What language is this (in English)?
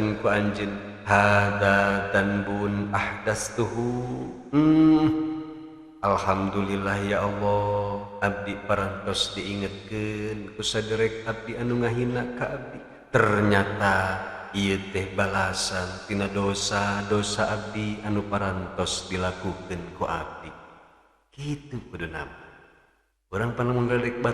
Sundanese